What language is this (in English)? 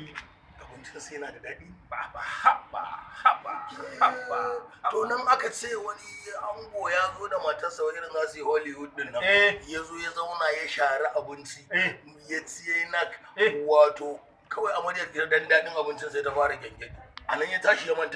Hausa